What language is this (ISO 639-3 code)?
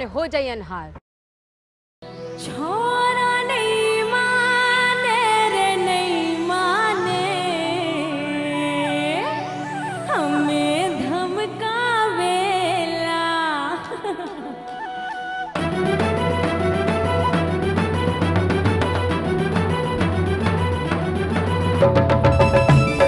bho